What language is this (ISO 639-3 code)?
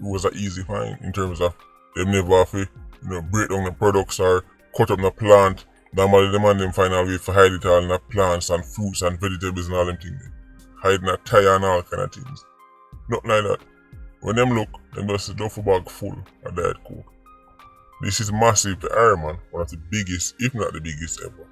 jam